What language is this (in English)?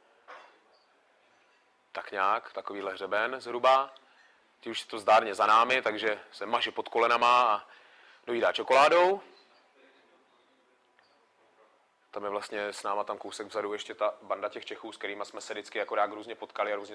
Czech